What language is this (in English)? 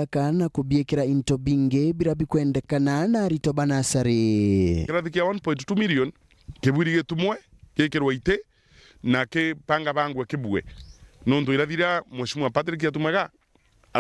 Meru